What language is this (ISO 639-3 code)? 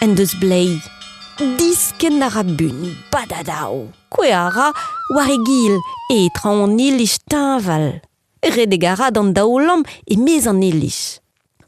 bre